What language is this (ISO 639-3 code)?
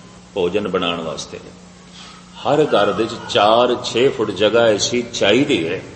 pan